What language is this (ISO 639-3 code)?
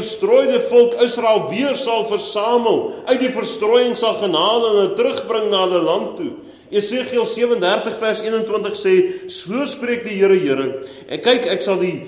afr